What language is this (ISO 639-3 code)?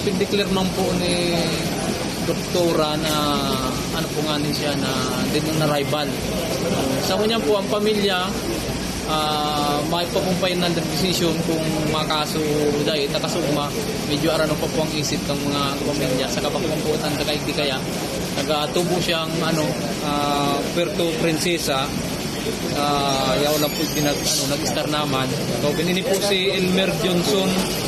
bik